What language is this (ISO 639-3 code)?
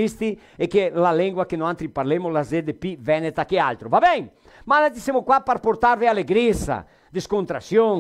vec